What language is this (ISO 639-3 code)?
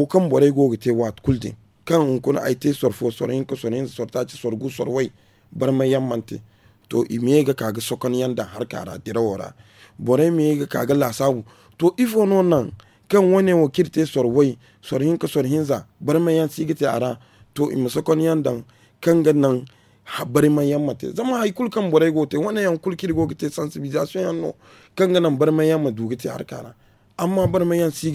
dje